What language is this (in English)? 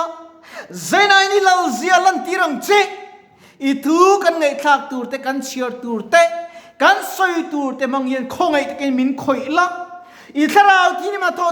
Mizo